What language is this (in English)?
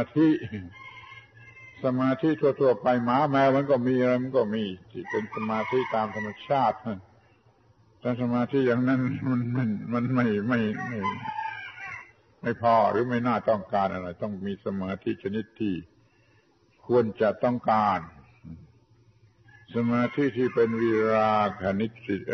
Thai